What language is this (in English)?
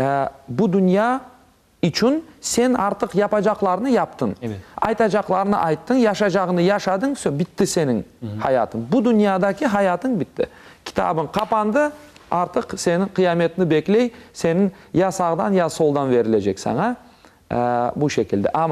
Crimean Tatar